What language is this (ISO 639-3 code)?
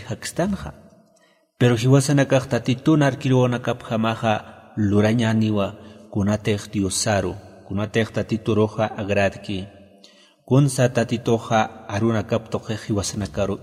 aym